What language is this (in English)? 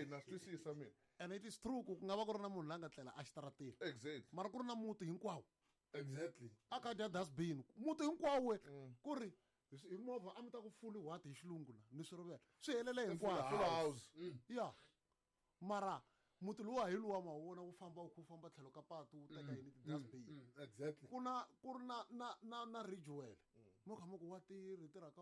Tsonga